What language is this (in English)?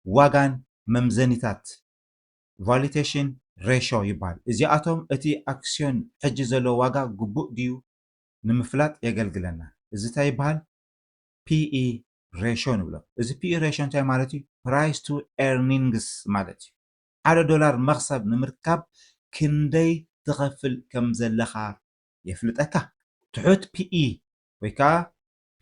Tigrinya